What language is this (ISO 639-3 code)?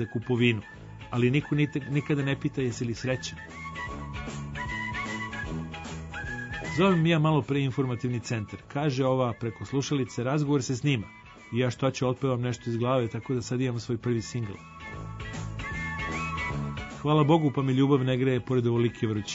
srp